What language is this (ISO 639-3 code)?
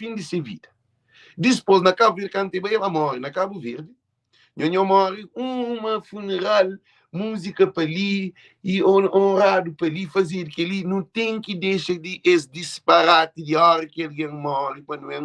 kea